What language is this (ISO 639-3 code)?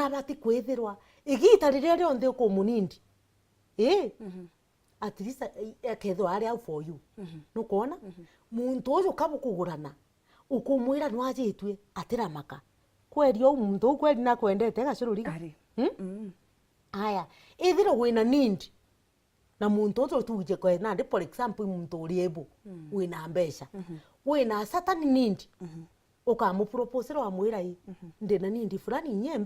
mer